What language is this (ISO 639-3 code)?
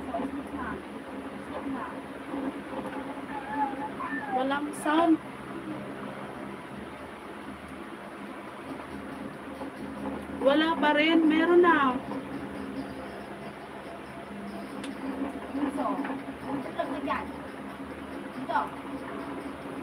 fil